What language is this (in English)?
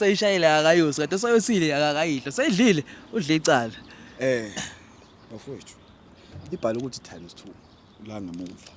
Zulu